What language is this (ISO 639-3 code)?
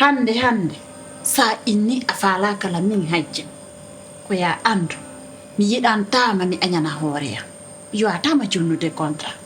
ful